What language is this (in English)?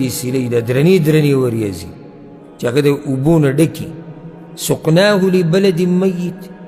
Pashto